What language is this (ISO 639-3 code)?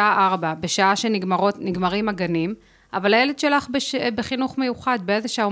heb